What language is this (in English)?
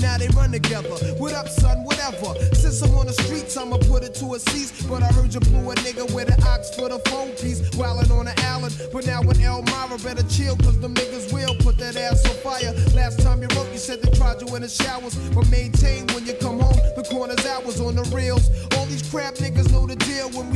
English